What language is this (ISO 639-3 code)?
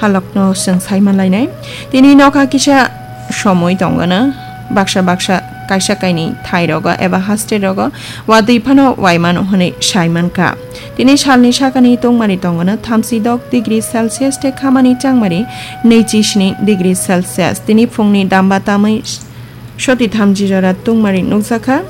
trp